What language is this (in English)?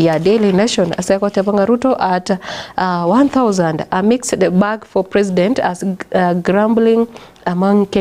Gusii